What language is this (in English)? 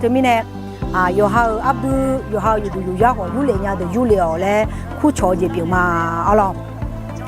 Akha